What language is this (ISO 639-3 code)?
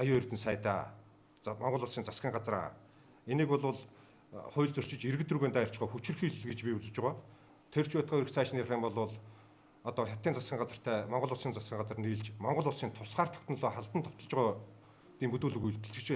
mon